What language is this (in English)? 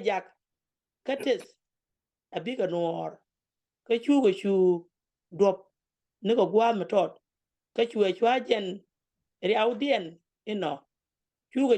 Nuer